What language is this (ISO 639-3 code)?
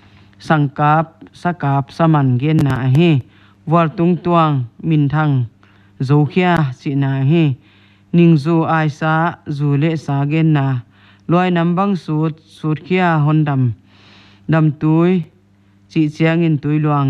pck